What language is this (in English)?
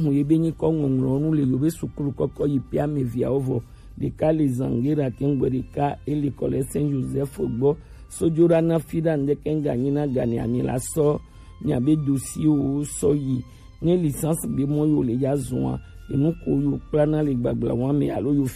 Gen